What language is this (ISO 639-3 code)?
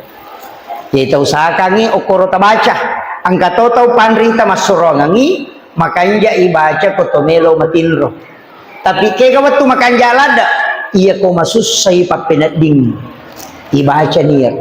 bug